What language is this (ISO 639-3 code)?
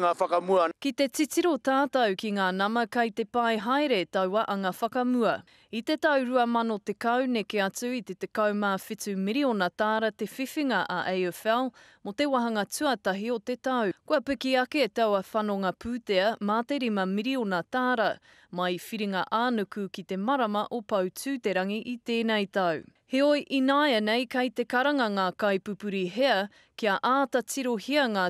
mri